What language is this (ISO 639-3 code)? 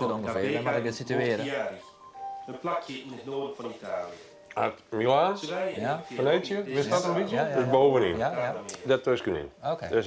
fry